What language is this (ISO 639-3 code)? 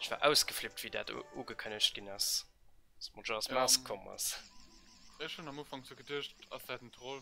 ltz